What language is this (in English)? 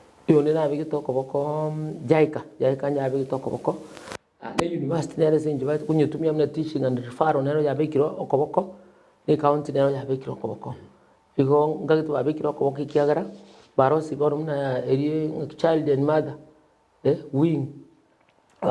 Gusii